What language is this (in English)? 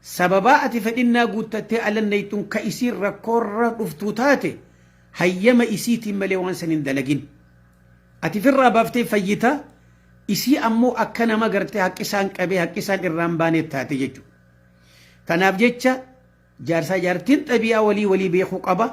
Oromo